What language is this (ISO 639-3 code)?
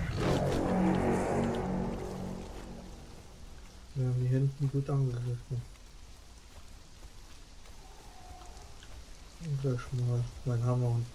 deu